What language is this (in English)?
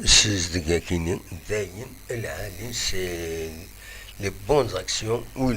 Kabyle